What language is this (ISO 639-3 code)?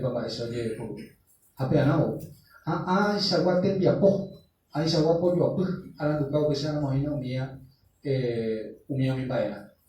grn